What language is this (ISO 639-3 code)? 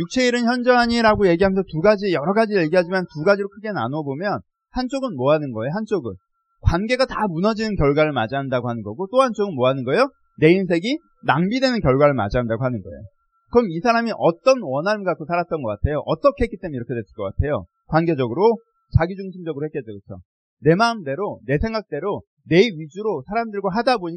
kor